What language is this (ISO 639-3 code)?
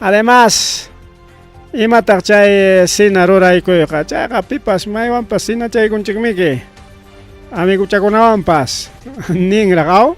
quy